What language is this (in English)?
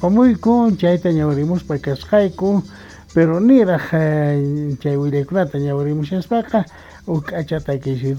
South Bolivian Quechua